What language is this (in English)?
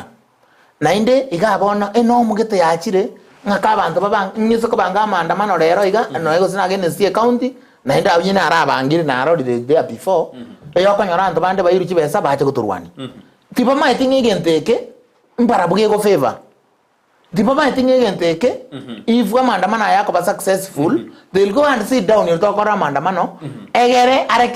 Gusii